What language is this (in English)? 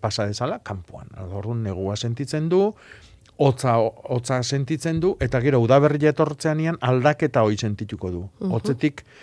Basque